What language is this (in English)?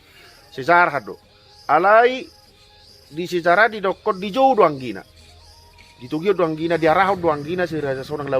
Batak Toba